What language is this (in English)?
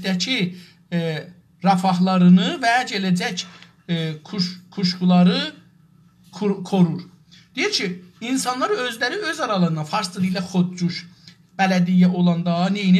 South Azerbaijani